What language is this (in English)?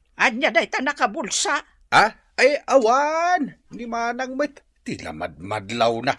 Iloko